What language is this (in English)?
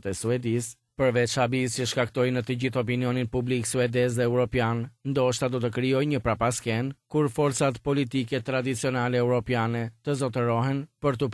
Albanian